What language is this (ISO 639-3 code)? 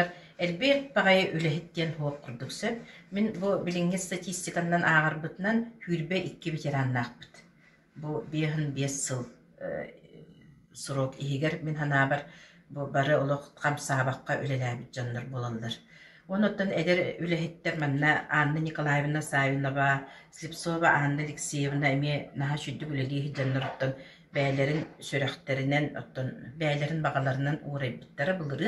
sah